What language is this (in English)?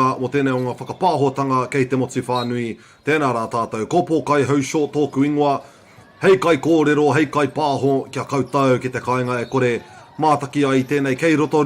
Māori